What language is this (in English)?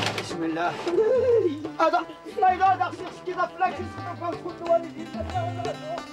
Moroccan Arabic